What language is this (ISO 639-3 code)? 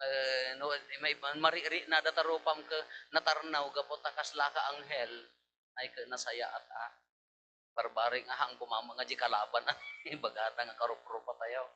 ilo